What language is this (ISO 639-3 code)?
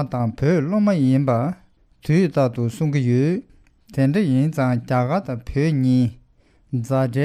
bod